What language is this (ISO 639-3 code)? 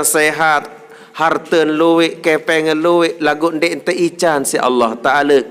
sas